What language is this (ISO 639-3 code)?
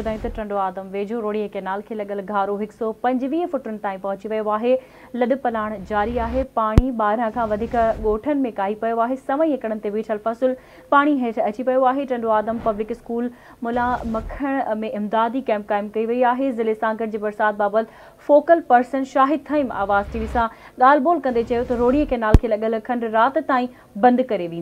snd